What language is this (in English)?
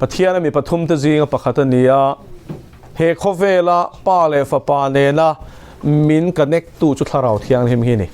Mizo